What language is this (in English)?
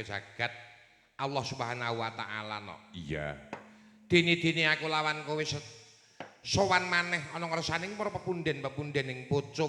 Javanese